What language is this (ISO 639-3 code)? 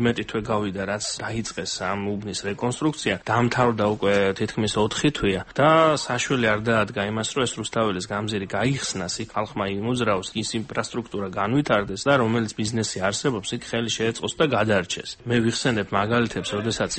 kat